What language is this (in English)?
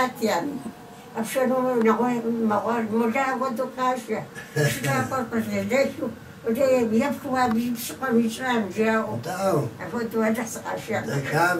Kabardian